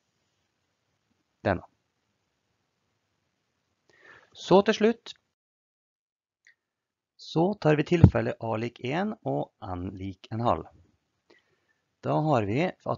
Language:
Norwegian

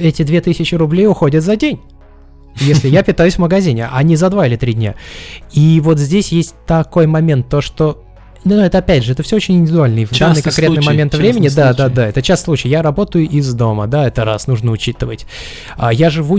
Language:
Russian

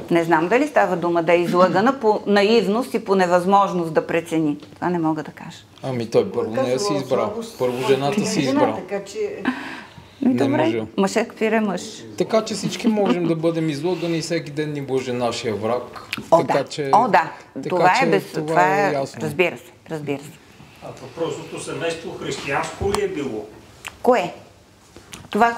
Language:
Bulgarian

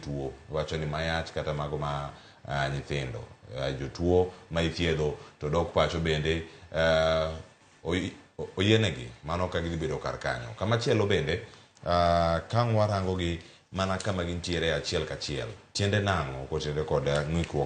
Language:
Luo (Kenya and Tanzania)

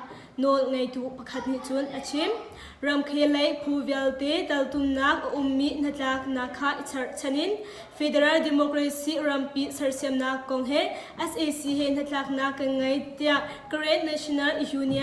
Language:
Hakha Chin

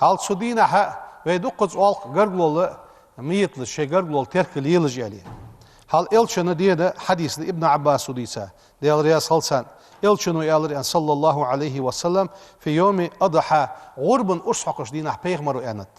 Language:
Ingush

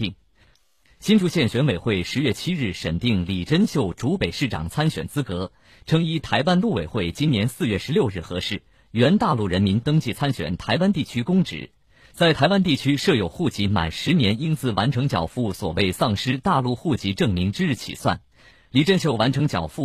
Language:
Chinese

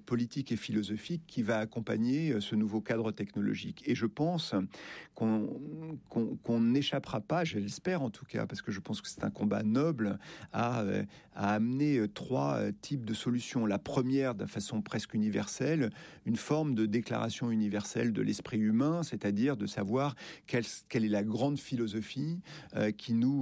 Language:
French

